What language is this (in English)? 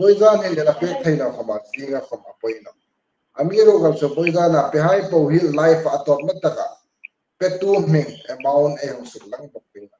Hmar